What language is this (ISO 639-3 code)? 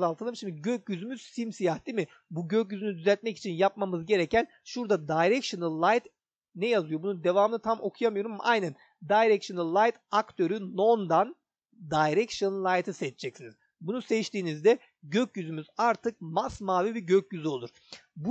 tur